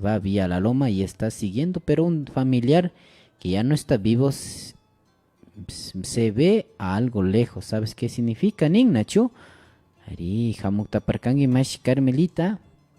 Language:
Imbabura Highland Quichua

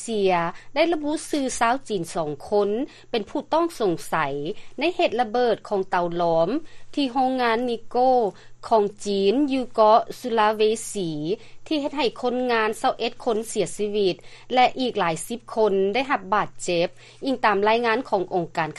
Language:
Lao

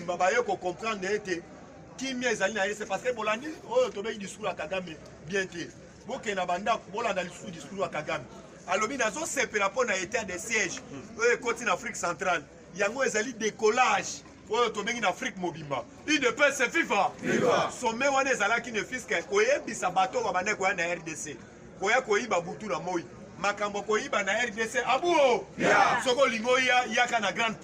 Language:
Lingala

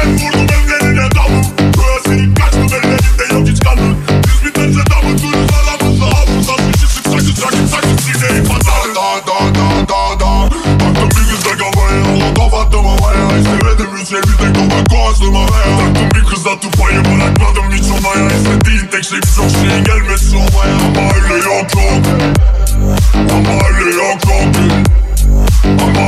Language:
Turkish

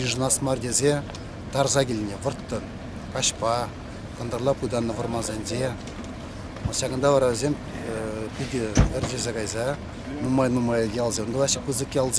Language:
Chuvash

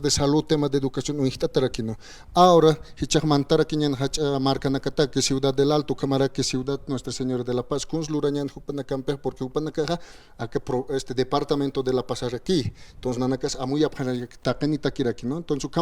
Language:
Aymara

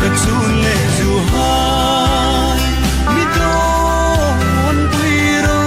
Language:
Hmar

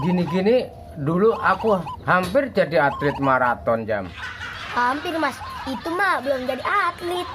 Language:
Betawi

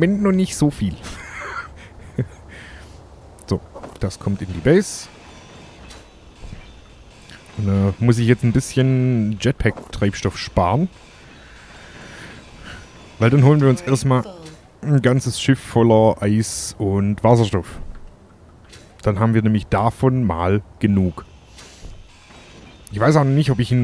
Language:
German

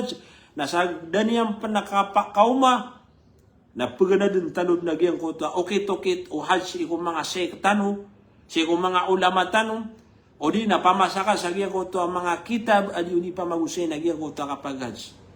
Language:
Maranao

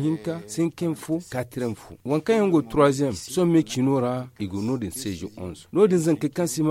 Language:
Zarma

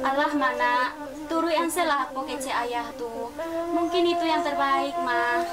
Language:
Minangkabau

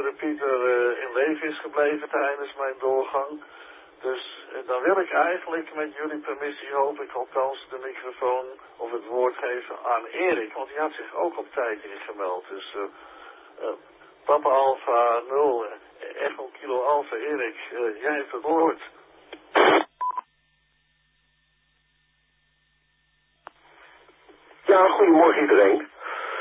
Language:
Dutch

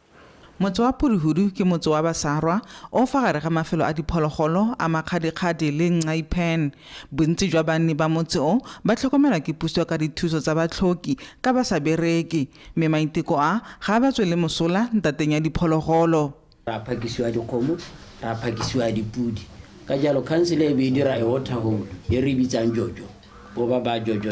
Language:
Tswana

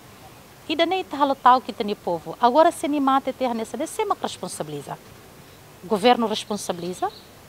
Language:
Tetum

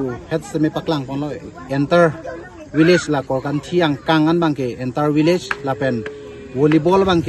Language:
Karbi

